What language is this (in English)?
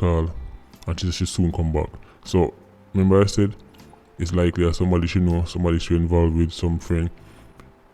Jamaican Creole English